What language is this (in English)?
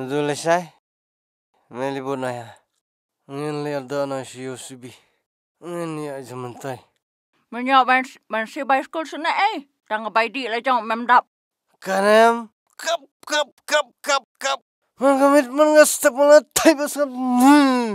Khasi